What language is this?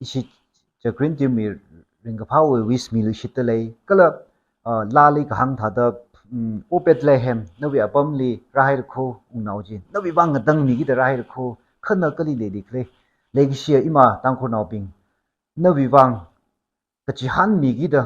Tangkhul Naga (India)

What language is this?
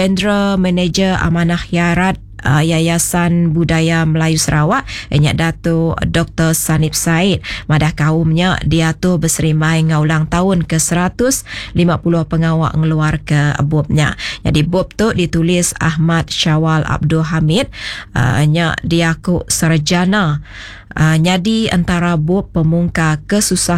Iban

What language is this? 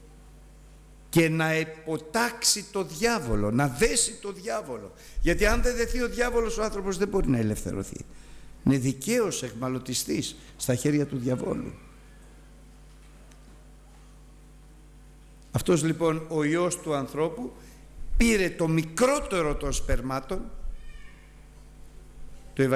Greek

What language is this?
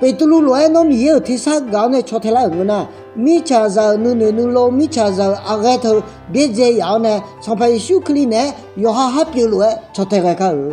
Akha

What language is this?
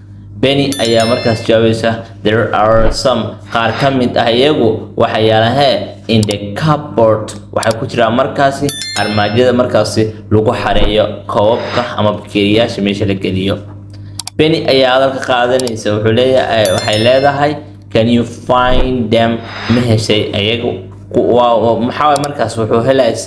Somali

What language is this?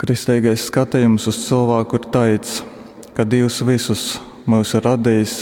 Latgalian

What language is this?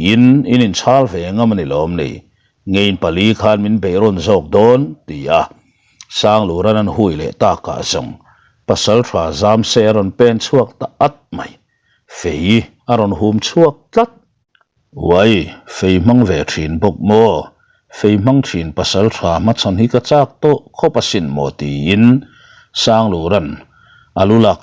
Mizo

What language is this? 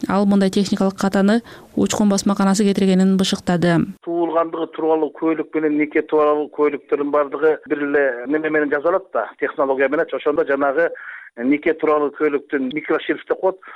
Kyrgyz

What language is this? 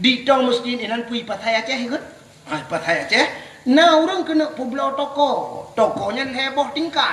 Achinese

